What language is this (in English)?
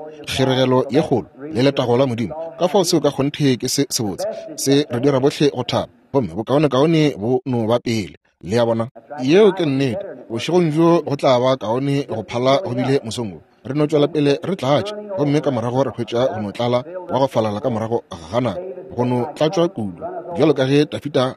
Northern Sotho